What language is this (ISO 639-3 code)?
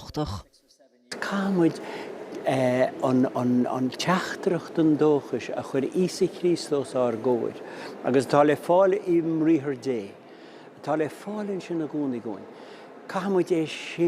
gle